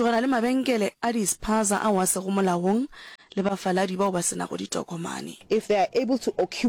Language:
Northern Sotho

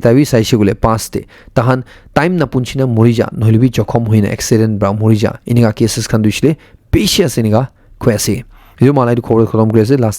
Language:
Naga Pidgin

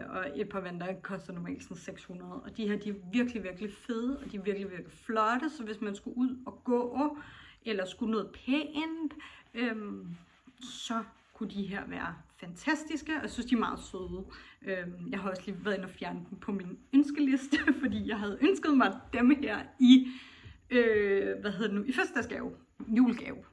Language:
Danish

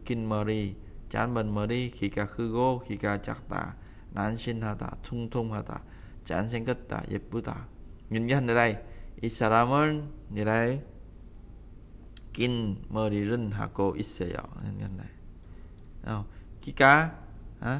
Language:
Vietnamese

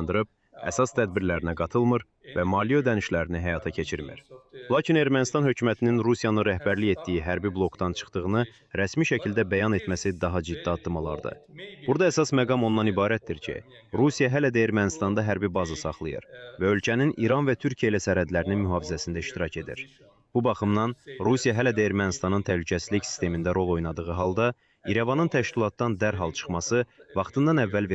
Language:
Azerbaijani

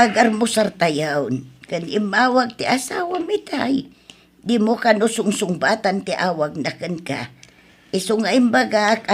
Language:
Iloko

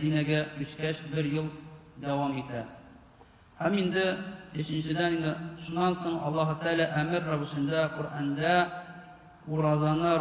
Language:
Tatar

